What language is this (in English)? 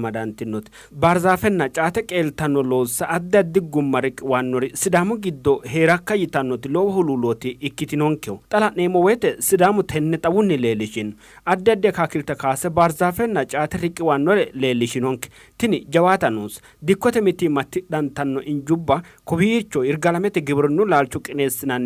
Sidamo